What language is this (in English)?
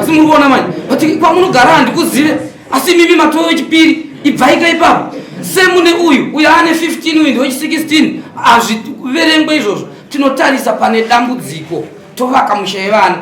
Shona